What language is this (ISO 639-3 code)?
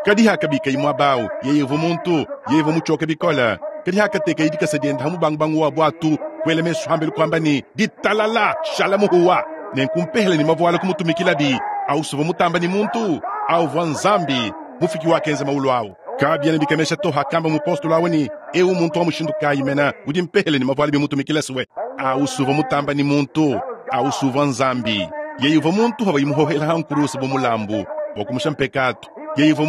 lua